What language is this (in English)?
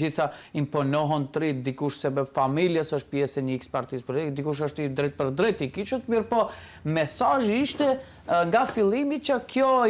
Albanian